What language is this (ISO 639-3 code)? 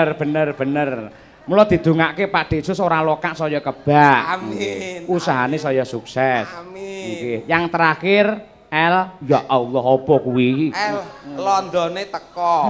jav